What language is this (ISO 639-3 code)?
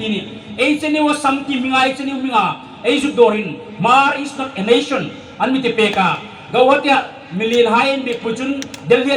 hmr